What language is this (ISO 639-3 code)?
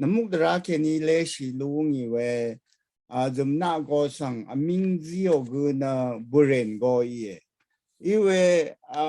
raw